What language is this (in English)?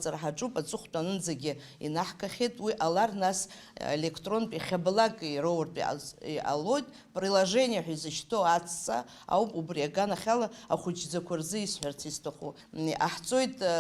Abkhazian